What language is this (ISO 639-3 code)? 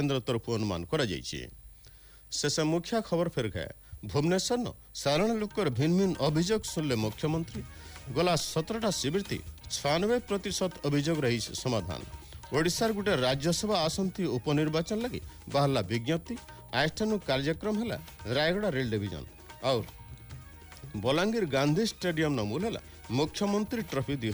ori